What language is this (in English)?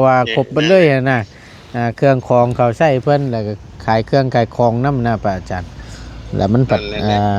Northeastern Thai